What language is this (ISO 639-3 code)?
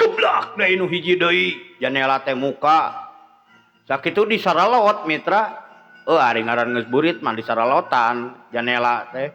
sun